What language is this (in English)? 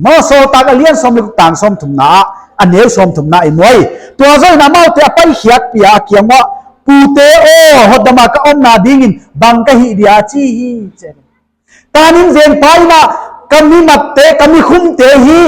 Paite Chin